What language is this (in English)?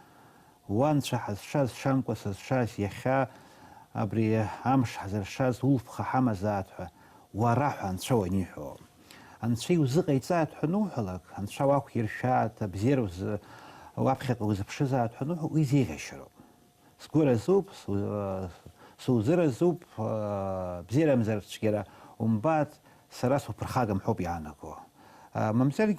Abkhazian